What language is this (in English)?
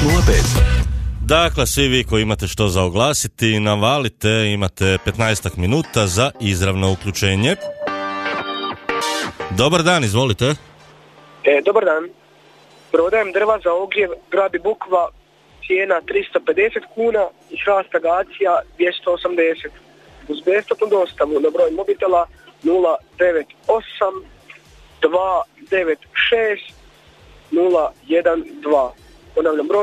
Croatian